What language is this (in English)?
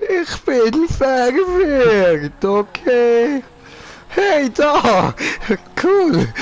Swiss German